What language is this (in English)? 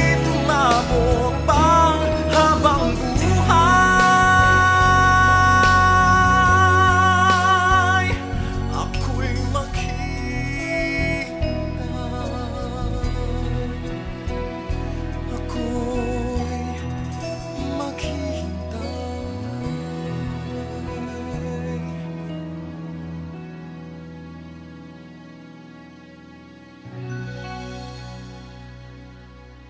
Filipino